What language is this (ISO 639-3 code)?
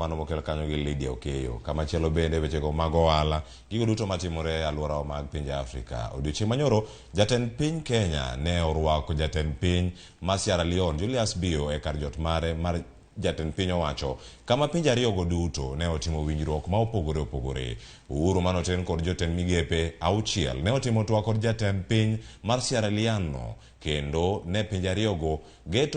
luo